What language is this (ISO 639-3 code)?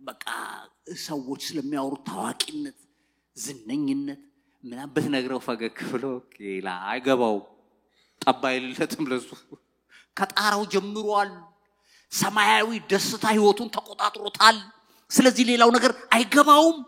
amh